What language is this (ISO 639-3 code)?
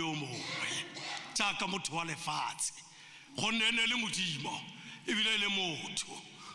tsn